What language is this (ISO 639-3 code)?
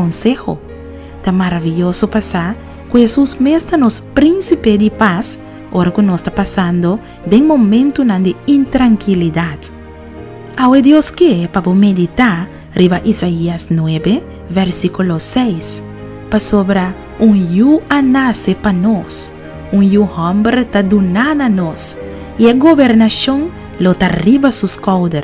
pap